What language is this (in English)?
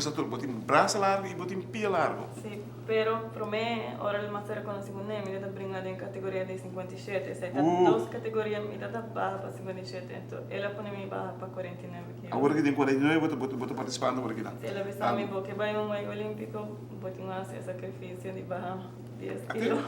Papiamento